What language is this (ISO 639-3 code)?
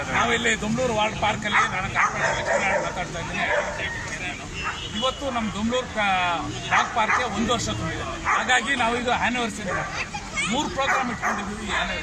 kan